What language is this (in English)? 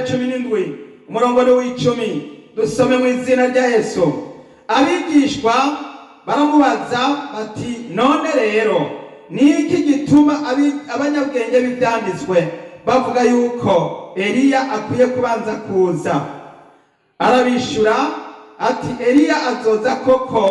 Rundi